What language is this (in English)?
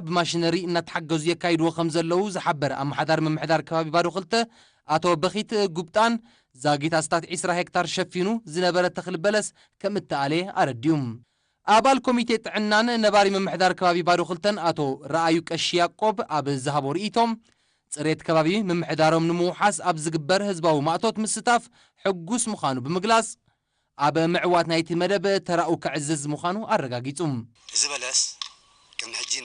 Tigrinya